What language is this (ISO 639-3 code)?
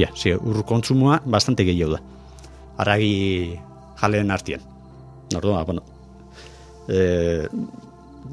eus